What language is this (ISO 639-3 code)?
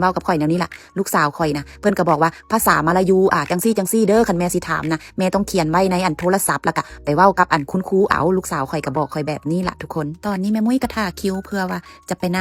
lao